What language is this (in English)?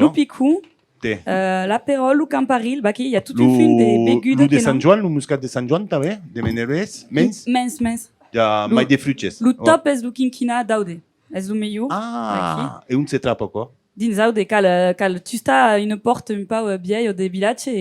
Occitan